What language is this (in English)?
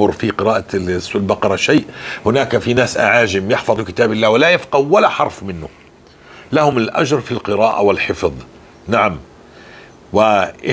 North Levantine Arabic